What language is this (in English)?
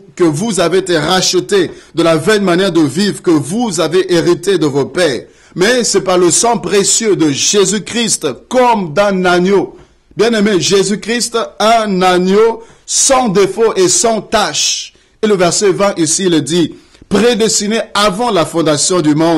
French